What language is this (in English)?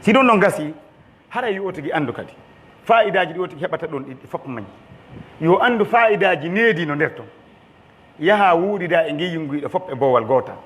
Pular